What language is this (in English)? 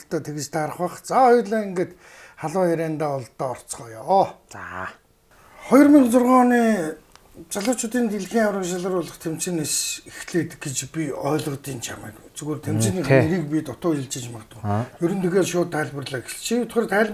Mongolian